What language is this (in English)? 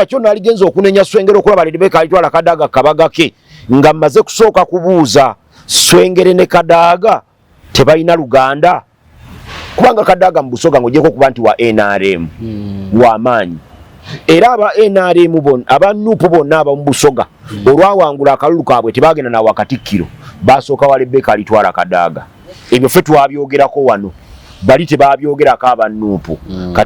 Ganda